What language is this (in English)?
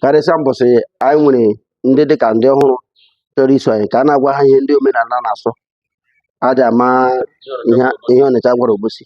Igbo